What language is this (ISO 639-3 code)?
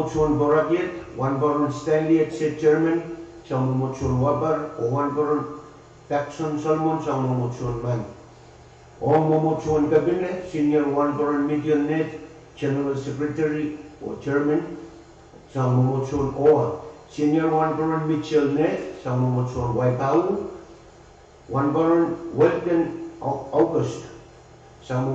pon